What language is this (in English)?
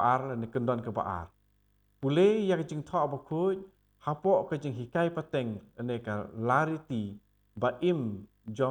Khasi